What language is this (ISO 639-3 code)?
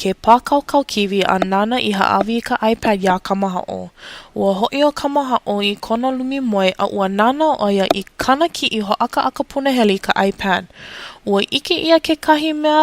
haw